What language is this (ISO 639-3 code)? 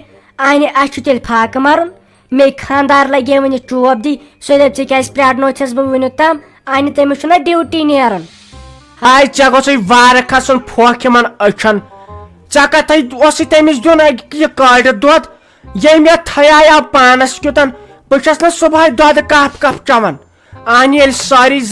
kas